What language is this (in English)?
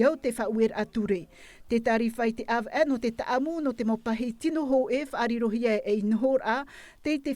Tahitian